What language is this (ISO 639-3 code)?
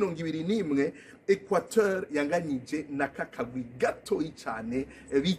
run